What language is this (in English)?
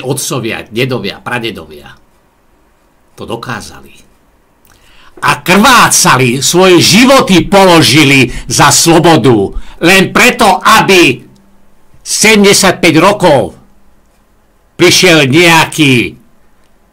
Slovak